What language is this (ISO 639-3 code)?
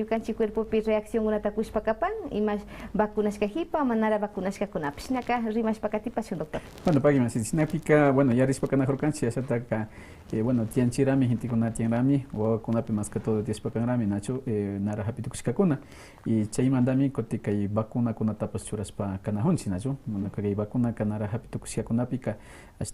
que